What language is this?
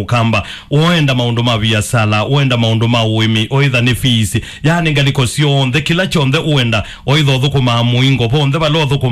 Kamba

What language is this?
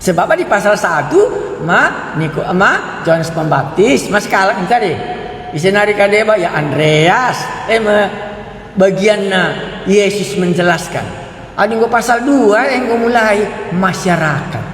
Batak Karo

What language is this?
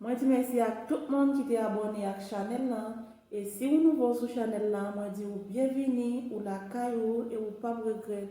Haitian Creole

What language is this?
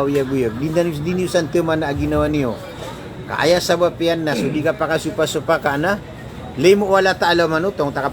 Maranao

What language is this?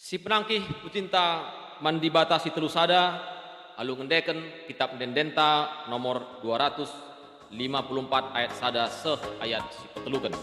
Batak Karo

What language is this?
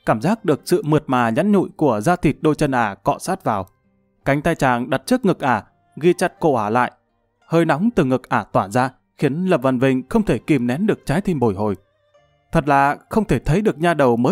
Vietnamese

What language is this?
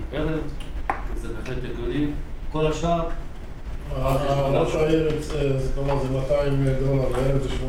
Hebrew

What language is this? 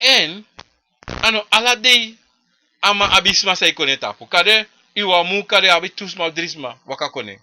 Sranan Tongo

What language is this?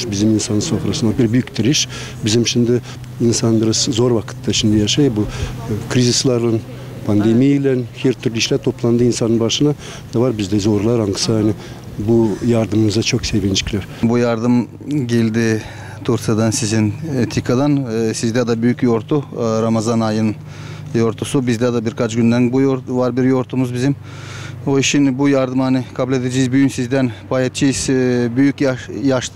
Gagauz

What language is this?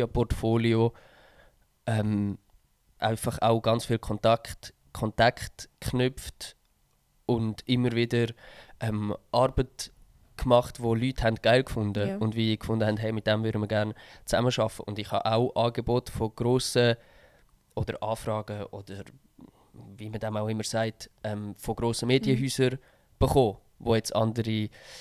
Swiss German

